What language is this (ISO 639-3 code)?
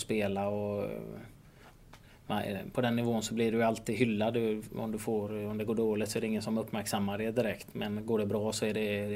swe